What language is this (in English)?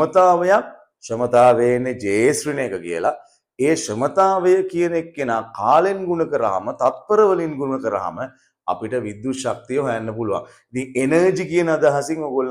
Sinhala